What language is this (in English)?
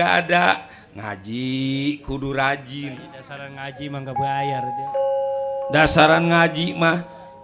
Betawi